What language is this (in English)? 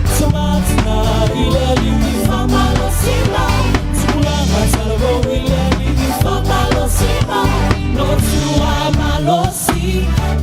Samoan